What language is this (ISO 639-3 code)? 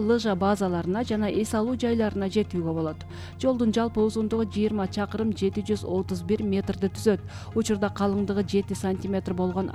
kir